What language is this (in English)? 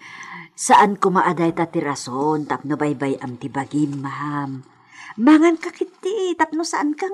Iloko